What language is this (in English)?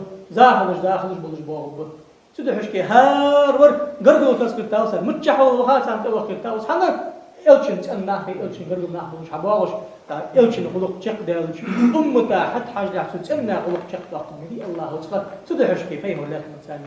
Ingush